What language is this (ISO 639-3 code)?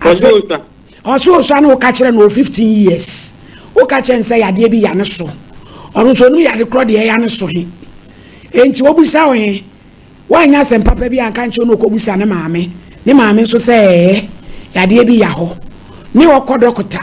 aka